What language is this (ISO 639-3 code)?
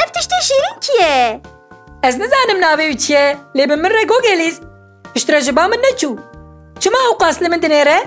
kur